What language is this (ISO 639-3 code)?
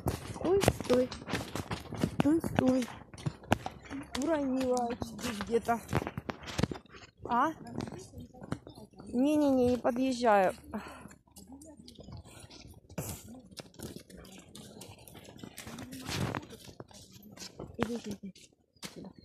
rus